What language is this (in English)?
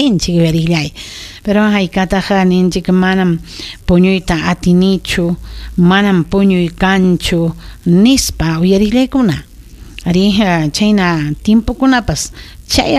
Ayacucho Quechua